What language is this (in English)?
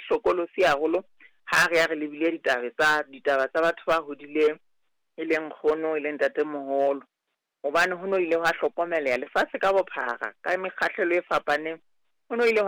Southern Sotho